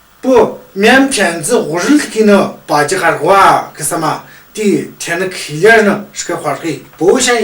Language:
Tu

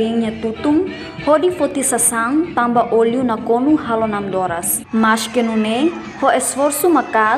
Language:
Tetum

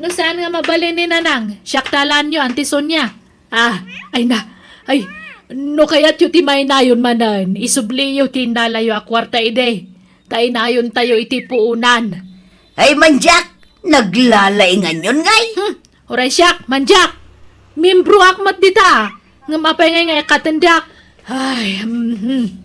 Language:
Iloko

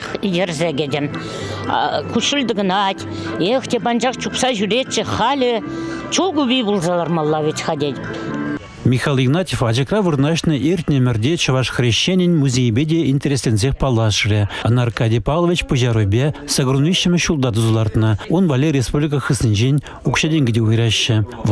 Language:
Chuvash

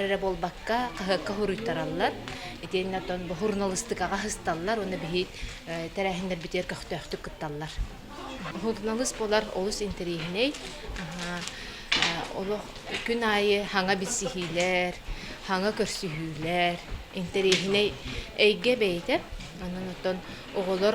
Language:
Yakut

